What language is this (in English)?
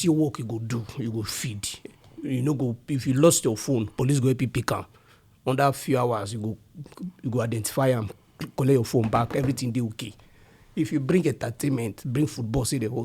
Nigerian Pidgin